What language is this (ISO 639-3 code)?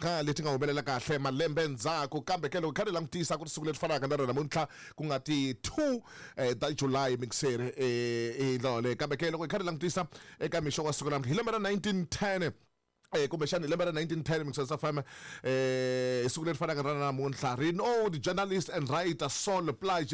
tso